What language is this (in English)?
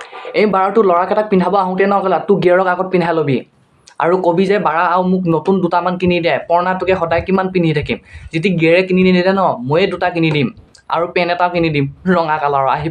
Assamese